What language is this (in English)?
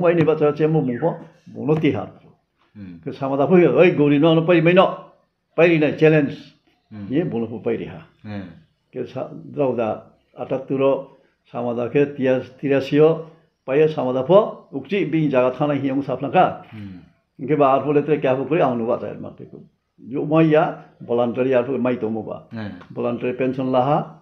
Riang (India)